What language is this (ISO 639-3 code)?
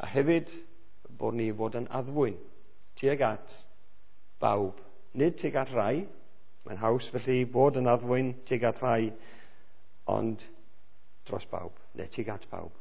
cym